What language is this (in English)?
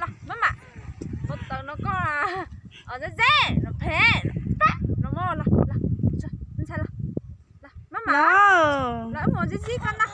Hmong